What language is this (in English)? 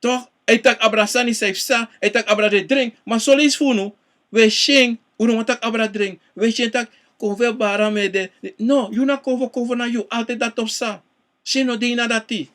Sranan Tongo